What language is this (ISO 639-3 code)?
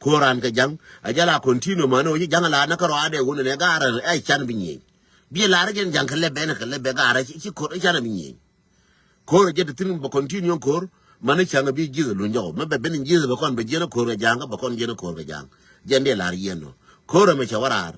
nus